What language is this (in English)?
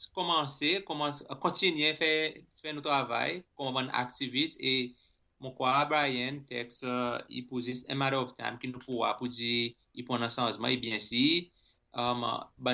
Seselwa Creole French